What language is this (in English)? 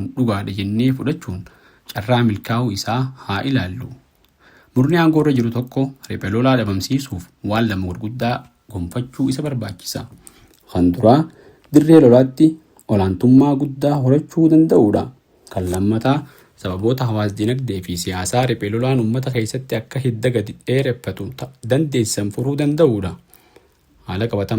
Oromo